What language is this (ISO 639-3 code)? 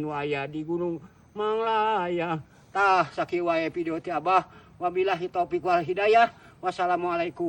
sun